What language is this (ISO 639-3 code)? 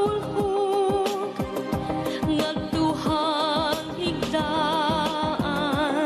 war